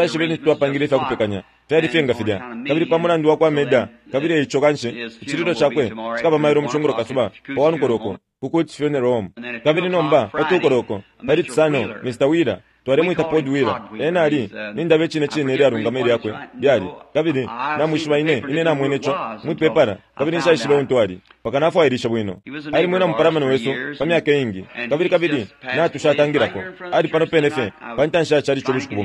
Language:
Bemba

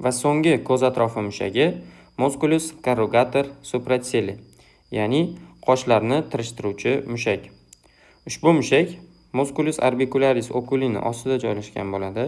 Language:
Uzbek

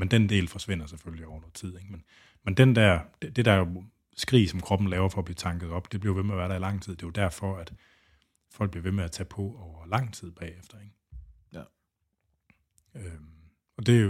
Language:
Danish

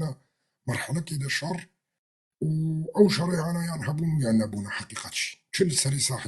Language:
Kurdish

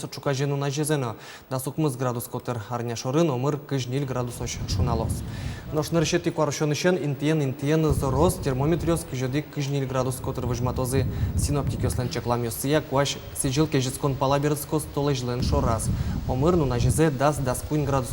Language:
Udmurt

